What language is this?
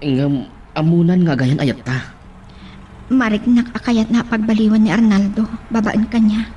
Iloko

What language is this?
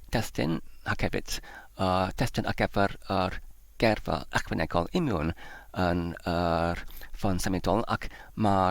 Welsh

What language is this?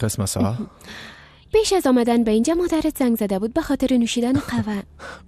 Persian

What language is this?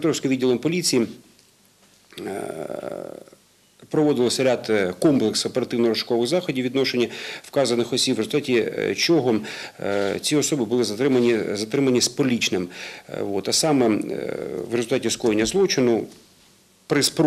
Ukrainian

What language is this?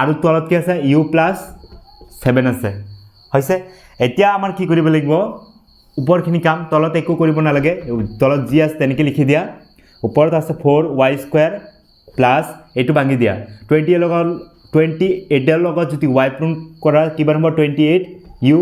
Assamese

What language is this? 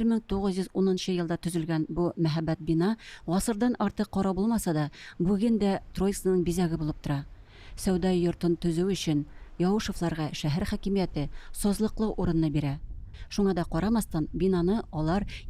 Tatar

